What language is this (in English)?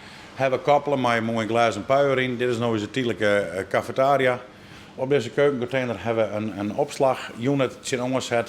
Western Frisian